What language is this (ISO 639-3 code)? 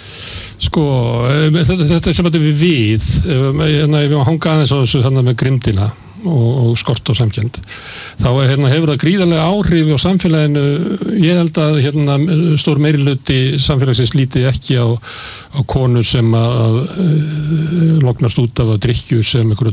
isl